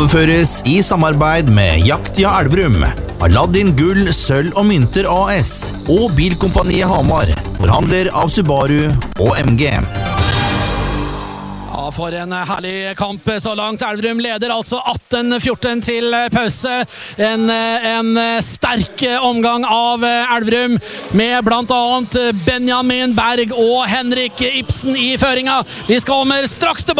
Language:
Norwegian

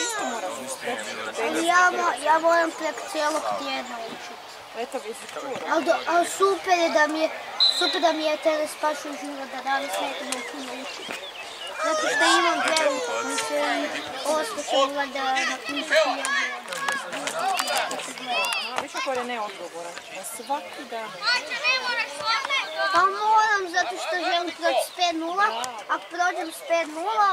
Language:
Croatian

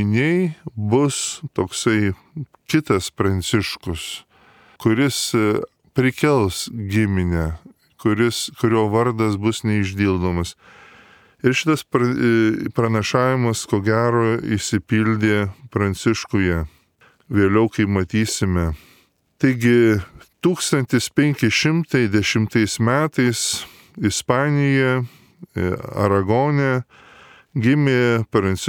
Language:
Lithuanian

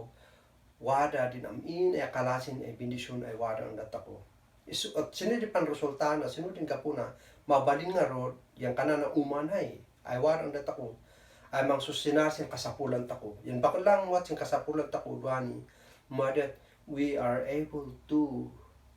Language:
Kankanaey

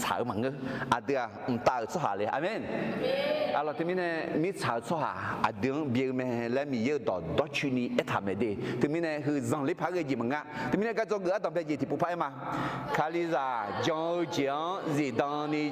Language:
Akha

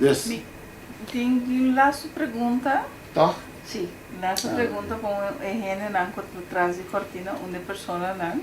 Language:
Papiamento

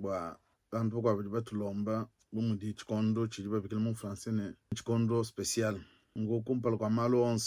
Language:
Luba-Lulua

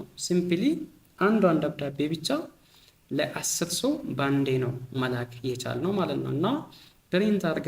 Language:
Amharic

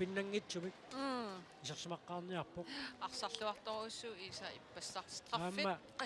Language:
Kalaallisut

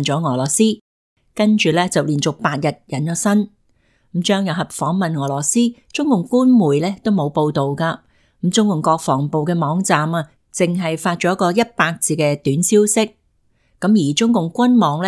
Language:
Cantonese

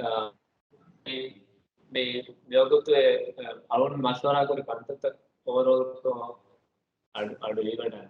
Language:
Divehi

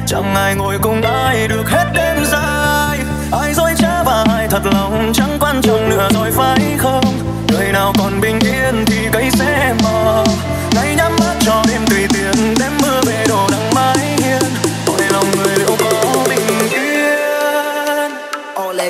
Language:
Vietnamese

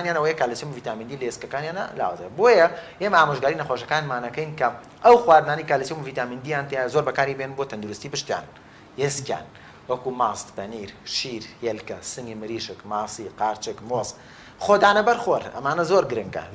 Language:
Central Kurdish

